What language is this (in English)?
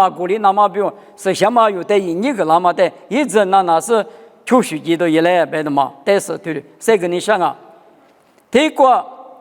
Lisu